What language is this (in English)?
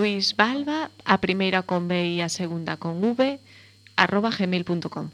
Galician